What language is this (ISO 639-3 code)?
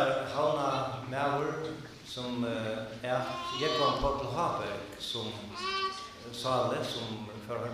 fao